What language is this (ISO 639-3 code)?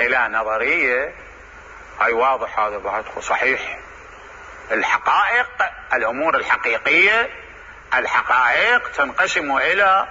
acm